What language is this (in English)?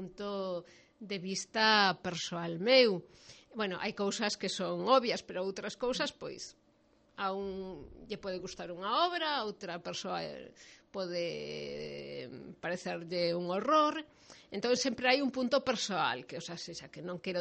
Galician